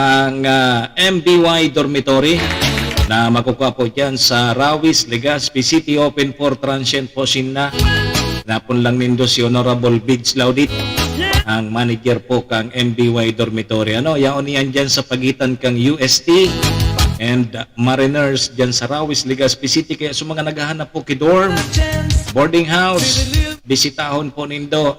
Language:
Bikol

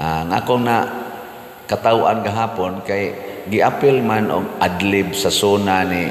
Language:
Cebuano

